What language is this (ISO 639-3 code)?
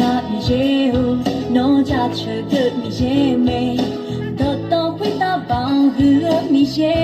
ahk